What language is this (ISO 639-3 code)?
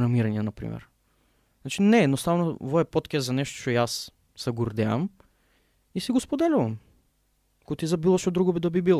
mkd